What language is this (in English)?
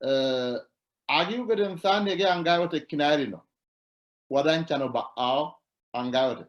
Sidamo